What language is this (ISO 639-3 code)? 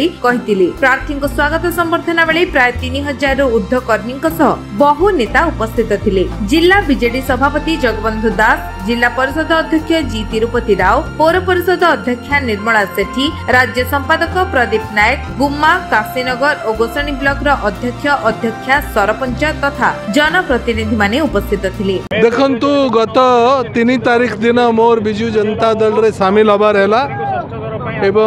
ori